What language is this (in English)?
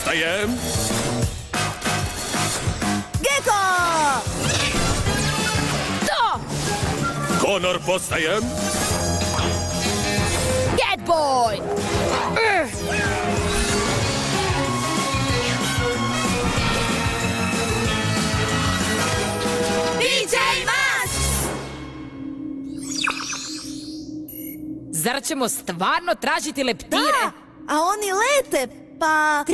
Croatian